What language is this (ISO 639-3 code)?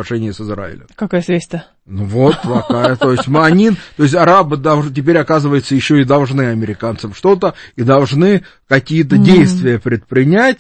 rus